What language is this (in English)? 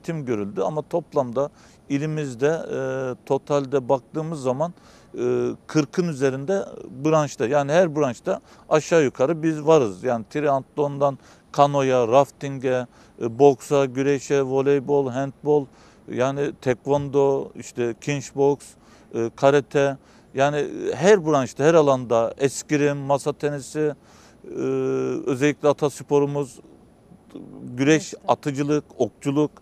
Turkish